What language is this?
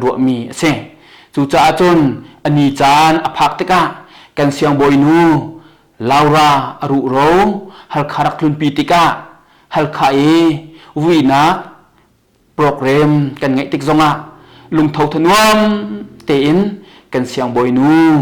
Hakha Chin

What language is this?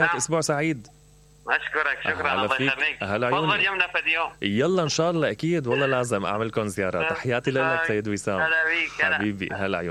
Mesopotamian Arabic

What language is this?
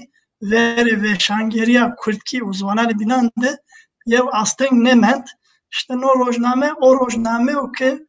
Zaza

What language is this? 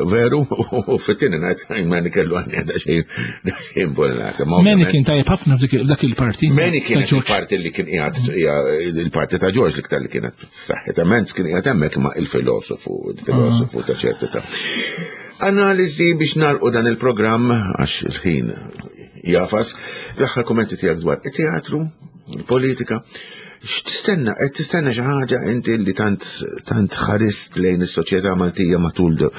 Maltese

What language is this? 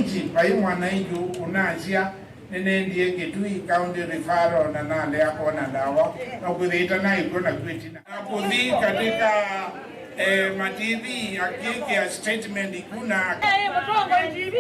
Kamba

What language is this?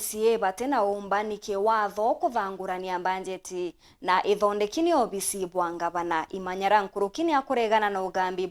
Meru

